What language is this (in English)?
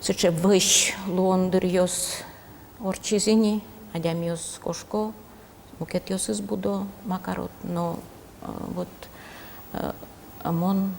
Udmurt